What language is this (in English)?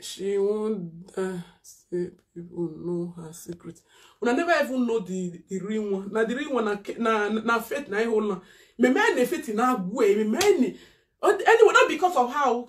Nigerian Pidgin